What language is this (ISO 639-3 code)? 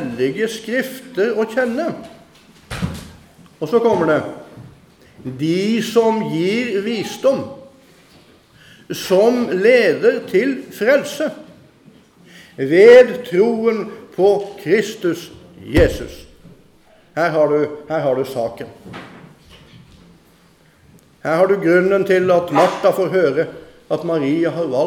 nor